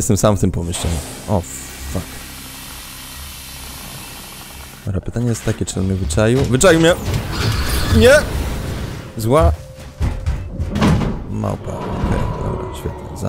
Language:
Polish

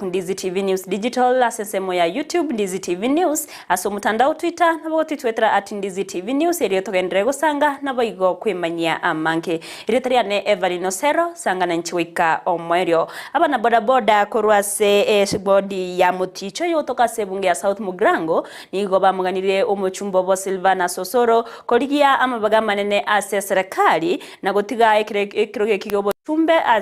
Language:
Gusii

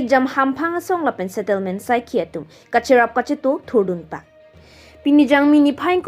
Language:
Karbi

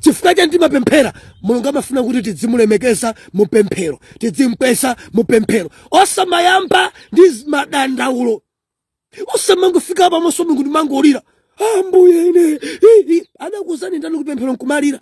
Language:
Nyanja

